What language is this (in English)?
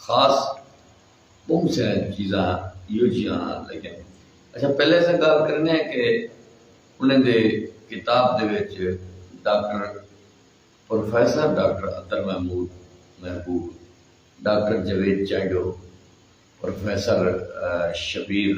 Saraiki